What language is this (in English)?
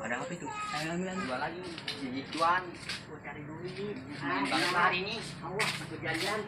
Betawi